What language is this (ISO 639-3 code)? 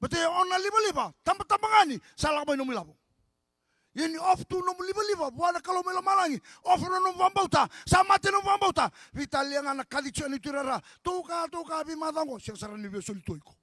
fij